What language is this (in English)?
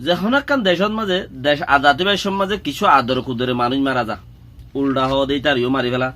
Rohingya